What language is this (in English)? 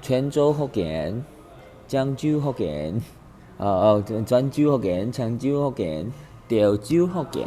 Min Nan Chinese